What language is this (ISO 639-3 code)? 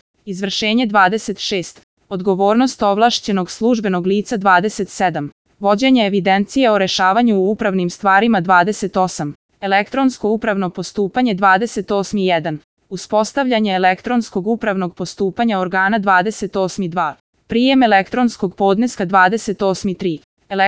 srp